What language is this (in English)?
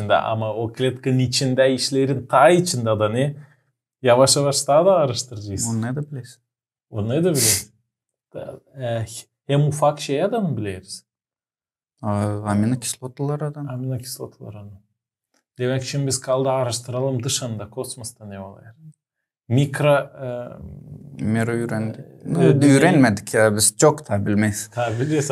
Gagauz